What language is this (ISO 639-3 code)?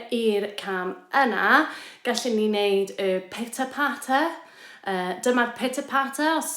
cym